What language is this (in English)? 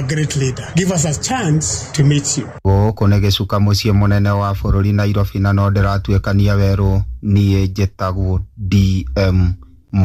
Kikuyu